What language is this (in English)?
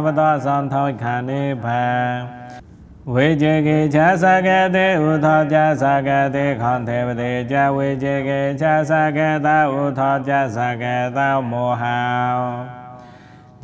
Pali